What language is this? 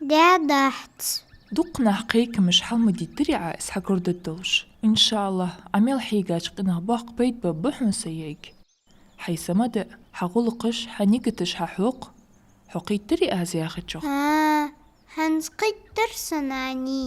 Ingush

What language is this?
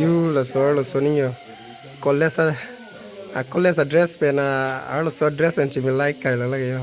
Karbi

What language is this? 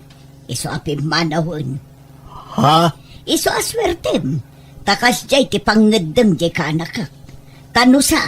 Iloko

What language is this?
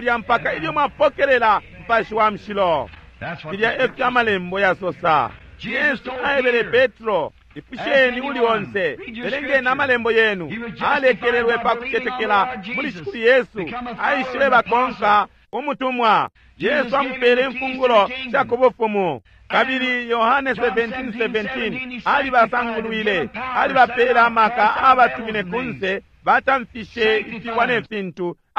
Bemba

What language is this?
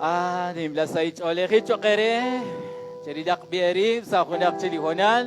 Kekchí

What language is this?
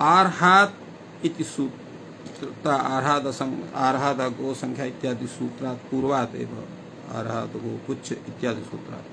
Sanskrit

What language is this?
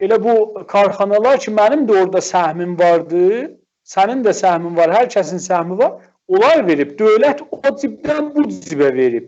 South Azerbaijani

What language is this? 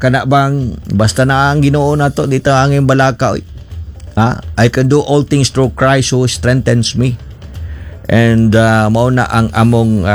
Cebuano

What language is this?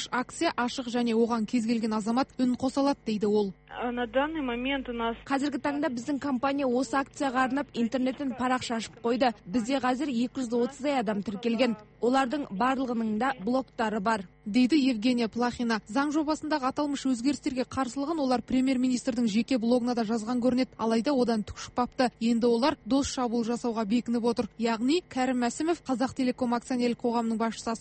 Kazakh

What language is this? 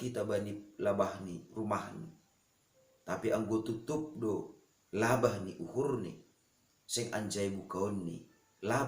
Batak Simalungun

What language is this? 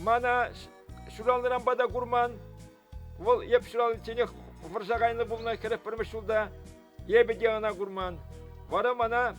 Chuvash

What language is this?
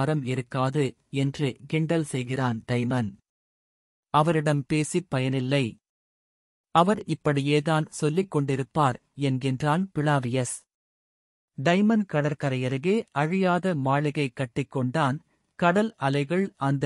Tamil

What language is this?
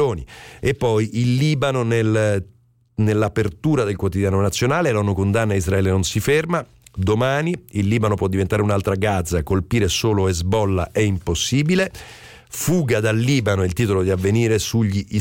Italian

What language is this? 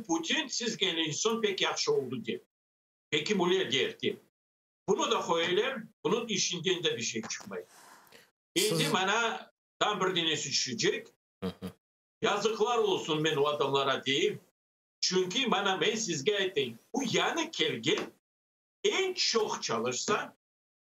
Crimean Tatar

